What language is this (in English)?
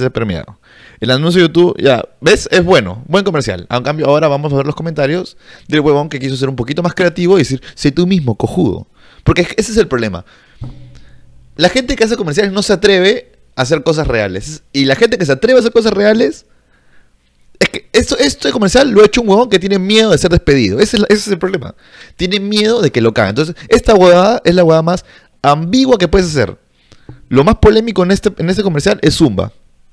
Spanish